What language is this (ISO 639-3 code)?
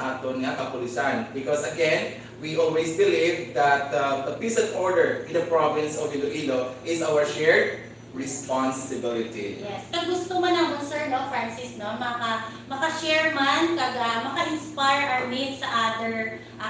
hil